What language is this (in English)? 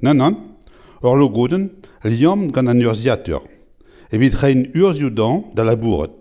Breton